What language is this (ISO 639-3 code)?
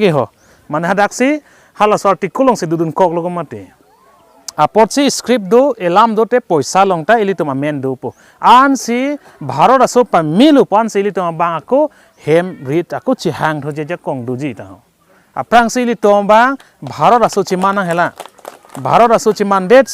mjw